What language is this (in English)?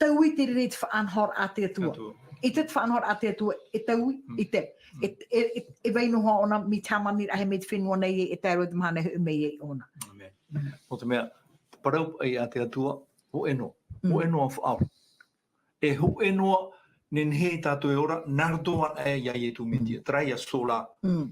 Tahitian